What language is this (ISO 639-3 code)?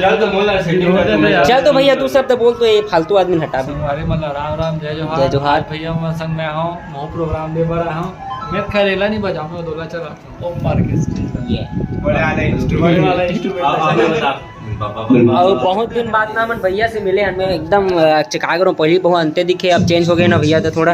hne